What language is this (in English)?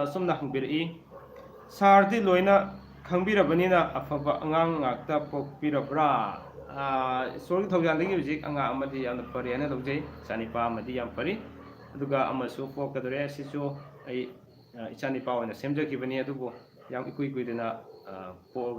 Manipuri